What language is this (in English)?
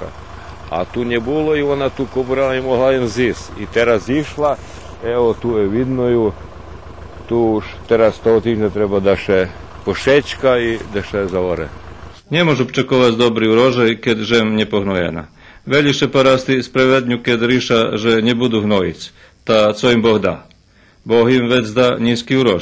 Rusyn